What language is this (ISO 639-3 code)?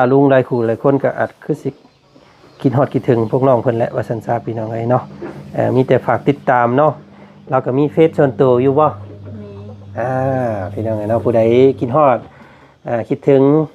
lao